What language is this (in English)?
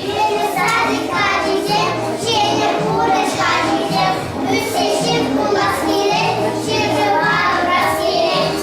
Chuvash